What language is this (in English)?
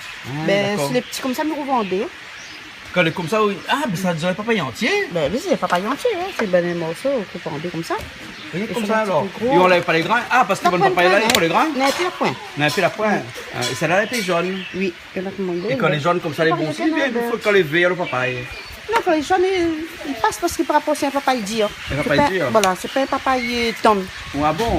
Réunion Creole French